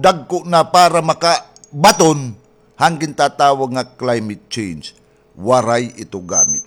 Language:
Waray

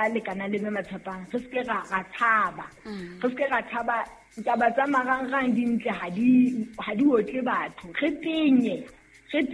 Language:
Southern Sotho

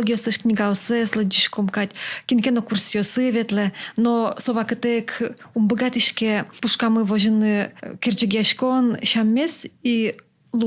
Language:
Udmurt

